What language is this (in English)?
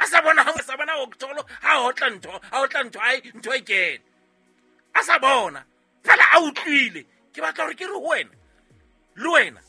Southern Sotho